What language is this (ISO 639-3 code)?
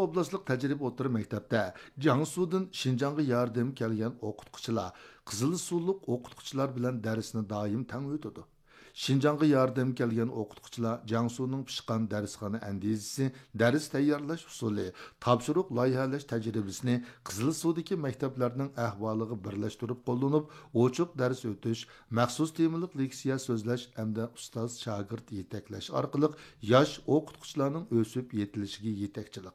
uig